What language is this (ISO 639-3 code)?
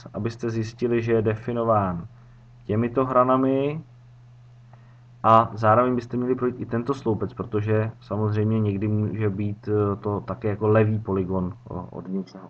ces